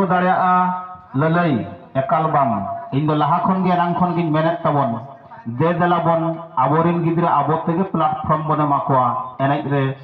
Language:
Santali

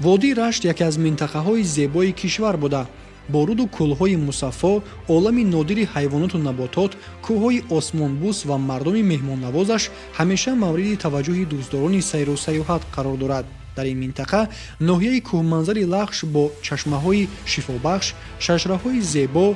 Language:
Tajik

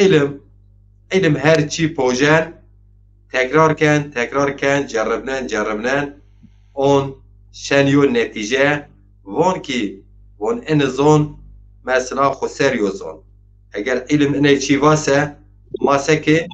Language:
Zaza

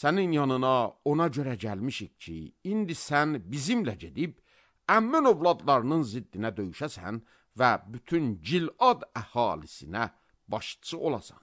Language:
Azerbaijani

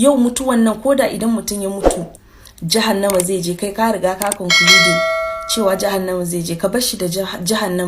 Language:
Hausa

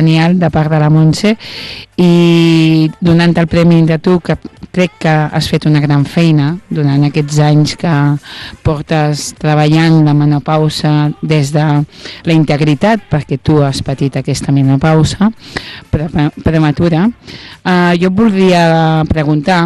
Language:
Catalan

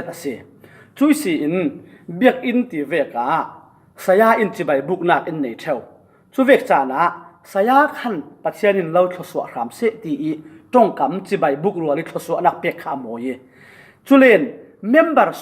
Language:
Falam Chin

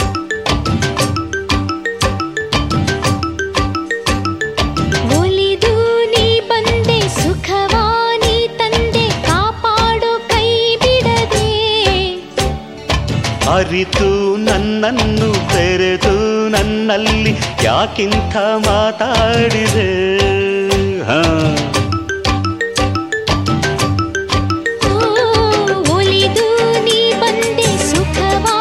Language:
Kannada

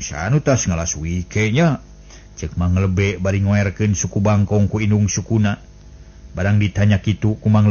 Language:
Sundanese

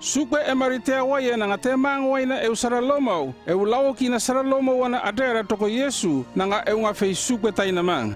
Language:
North Efate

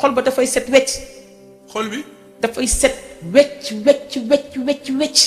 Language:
Wolof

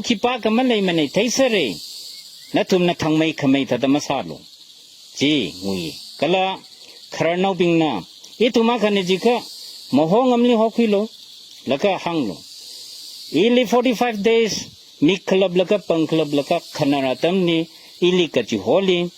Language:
Tangkhul Naga (India)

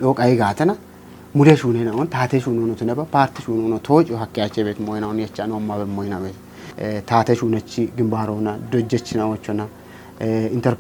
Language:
Kafa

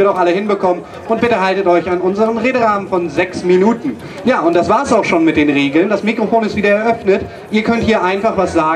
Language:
German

